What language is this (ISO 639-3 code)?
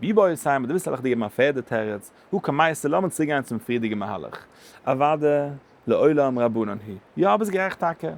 yid